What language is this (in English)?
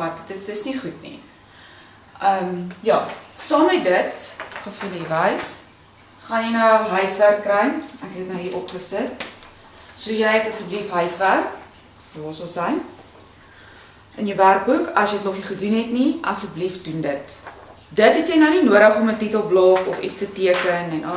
Afrikaans